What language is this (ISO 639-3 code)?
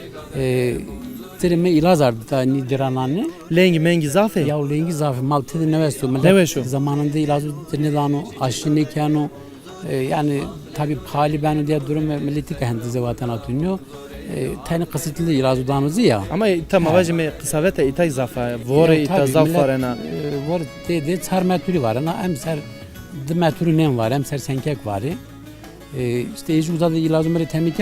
zza